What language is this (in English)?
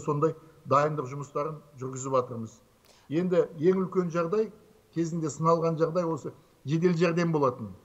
Kazakh